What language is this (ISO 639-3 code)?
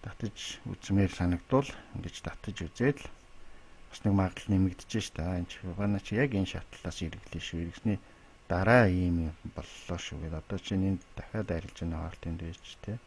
mon